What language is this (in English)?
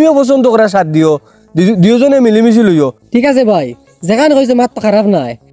Sylheti